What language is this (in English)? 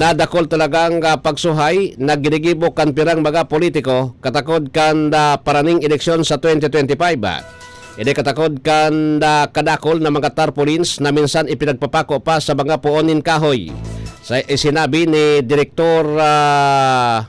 Bikol